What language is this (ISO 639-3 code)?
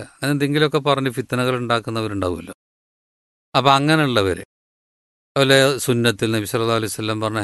mal